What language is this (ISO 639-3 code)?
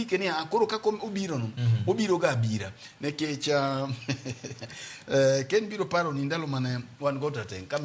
luo